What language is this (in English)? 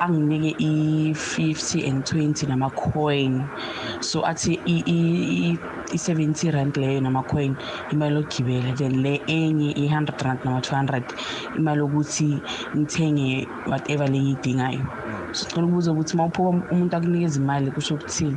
Zulu